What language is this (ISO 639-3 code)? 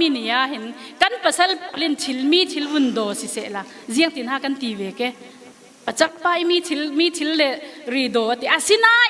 cfm